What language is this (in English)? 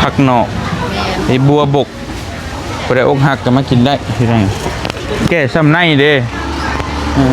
Lao